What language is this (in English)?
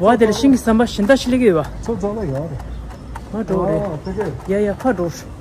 Tibetan